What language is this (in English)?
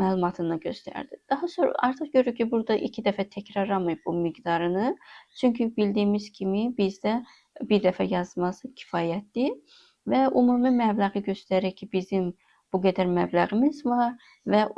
Azerbaijani